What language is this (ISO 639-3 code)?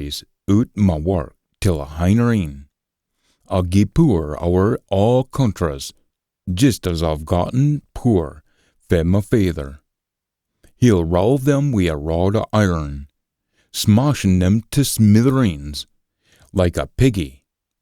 sco